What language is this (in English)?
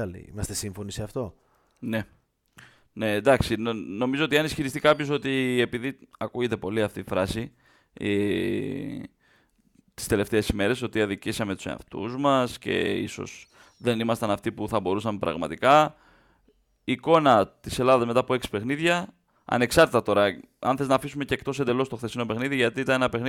Greek